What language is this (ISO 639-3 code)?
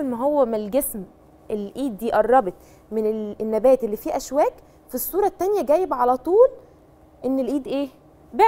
arz